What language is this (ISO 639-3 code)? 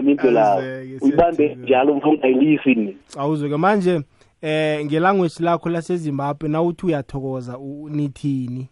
nbl